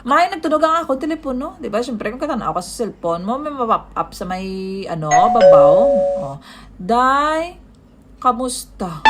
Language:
Hiligaynon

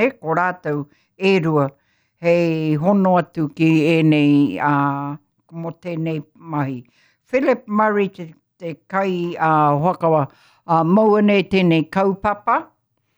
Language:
Māori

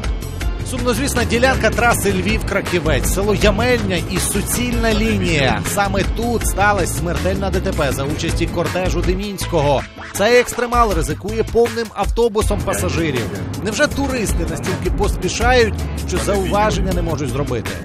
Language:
Ukrainian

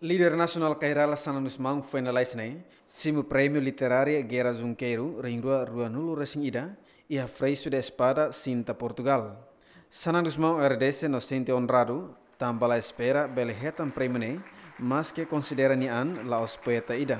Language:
Tetum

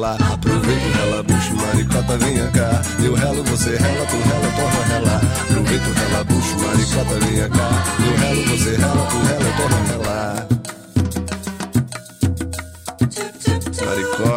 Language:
Portuguese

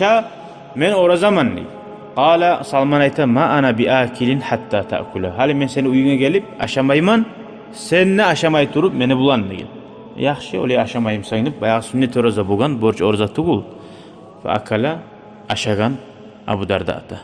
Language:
Kumyk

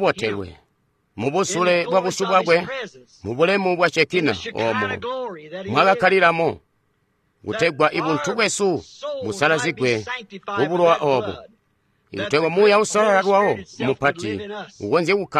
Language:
Tonga (Zambia)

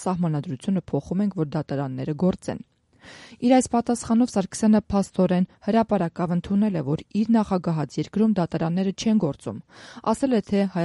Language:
Armenian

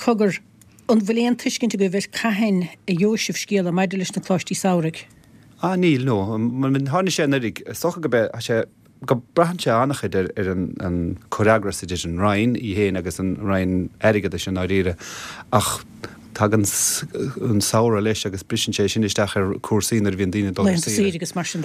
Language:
Irish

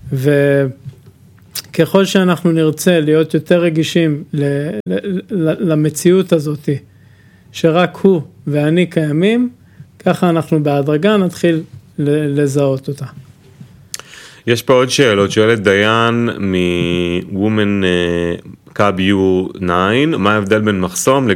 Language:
Hebrew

